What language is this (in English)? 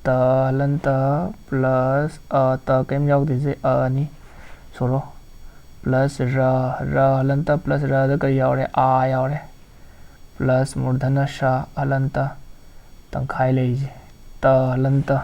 Manipuri